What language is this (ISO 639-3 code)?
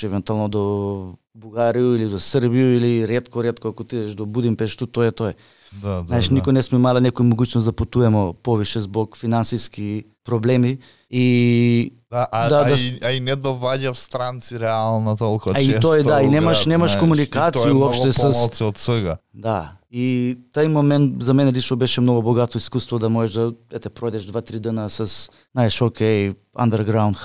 mkd